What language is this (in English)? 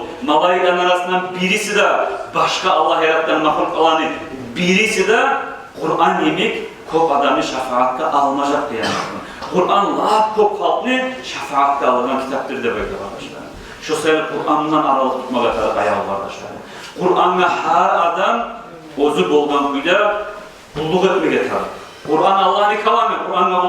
Kumyk